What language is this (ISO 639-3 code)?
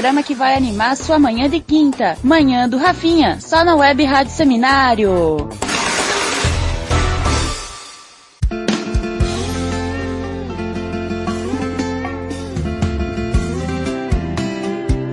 por